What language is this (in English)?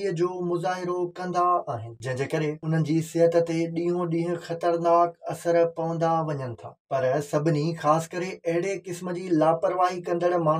Sindhi